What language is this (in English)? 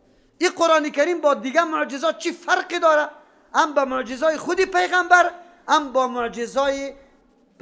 Persian